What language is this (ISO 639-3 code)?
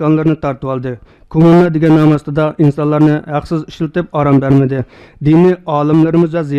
uig